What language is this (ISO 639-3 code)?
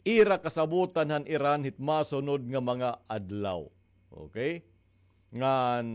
war